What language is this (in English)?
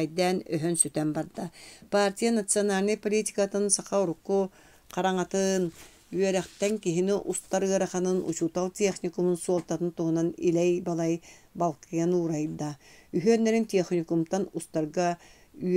Yakut